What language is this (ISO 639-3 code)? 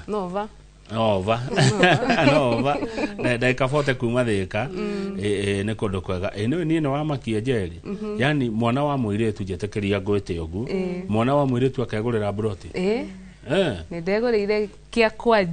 kik